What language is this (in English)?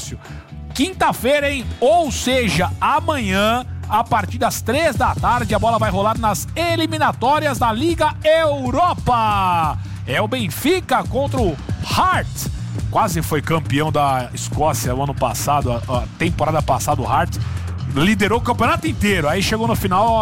Portuguese